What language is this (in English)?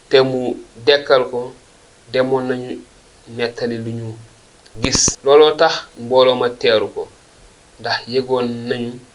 Wolof